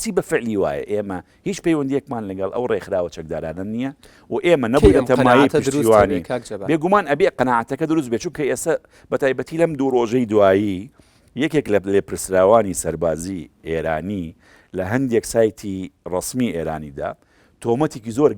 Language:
Central Kurdish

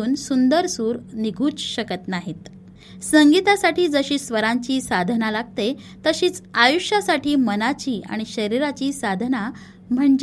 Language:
Marathi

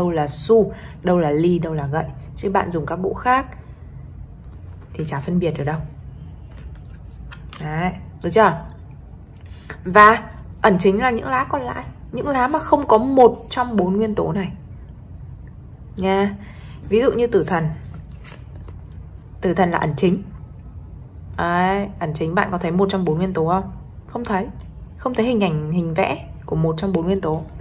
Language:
Vietnamese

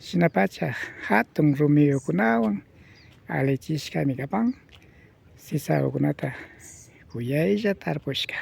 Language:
Imbabura Highland Quichua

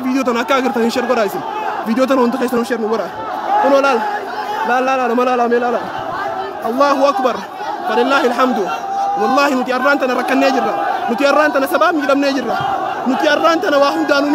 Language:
Oromo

